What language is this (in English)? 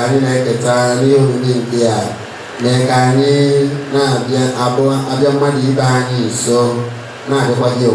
Igbo